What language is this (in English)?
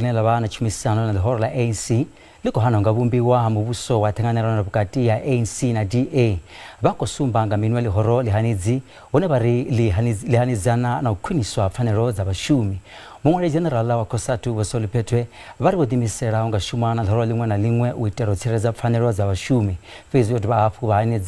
Venda